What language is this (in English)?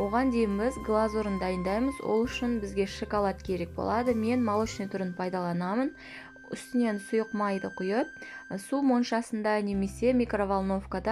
Kazakh